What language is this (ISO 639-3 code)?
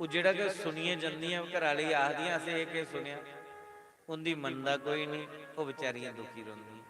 doi